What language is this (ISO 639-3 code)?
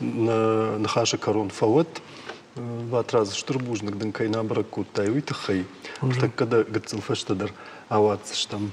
oss